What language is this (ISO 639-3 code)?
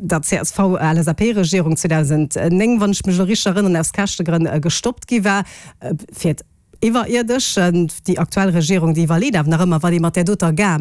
ltz